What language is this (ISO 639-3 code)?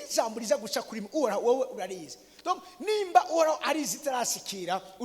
run